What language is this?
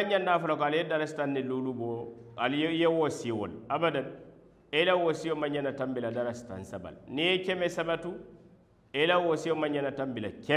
Mandingo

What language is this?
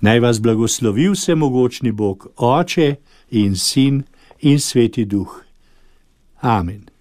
Slovenian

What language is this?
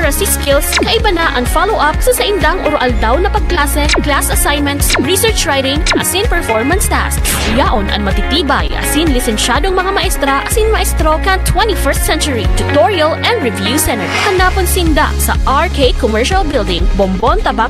Bikol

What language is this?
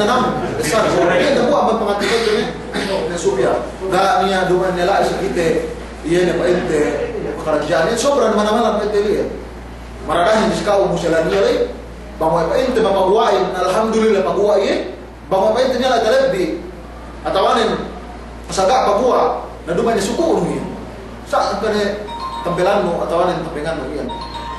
Yakan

